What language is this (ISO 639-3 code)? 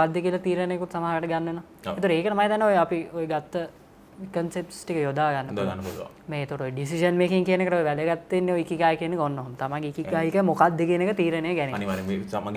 sin